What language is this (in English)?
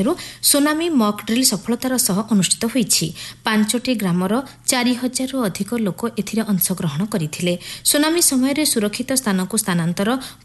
Odia